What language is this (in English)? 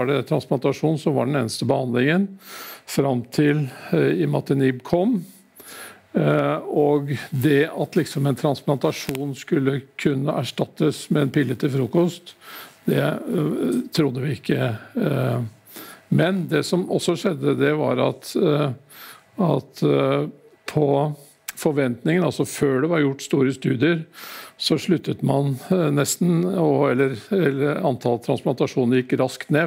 Norwegian